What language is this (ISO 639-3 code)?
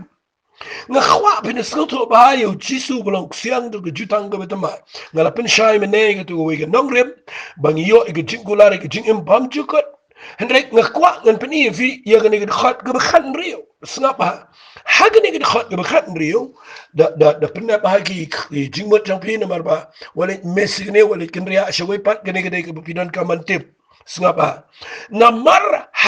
kha